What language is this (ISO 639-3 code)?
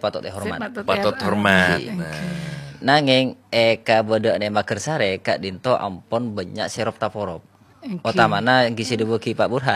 mad